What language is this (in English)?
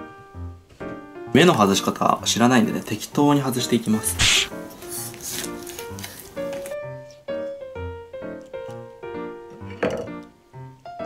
Japanese